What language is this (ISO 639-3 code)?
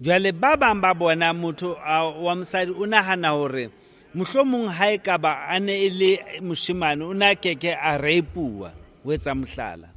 sot